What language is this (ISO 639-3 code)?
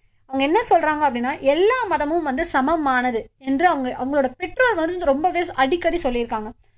tam